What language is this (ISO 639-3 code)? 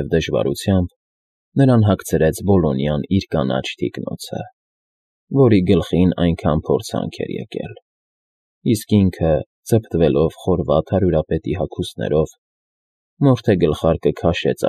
hye